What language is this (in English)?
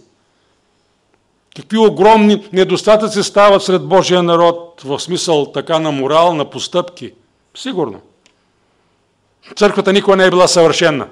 Bulgarian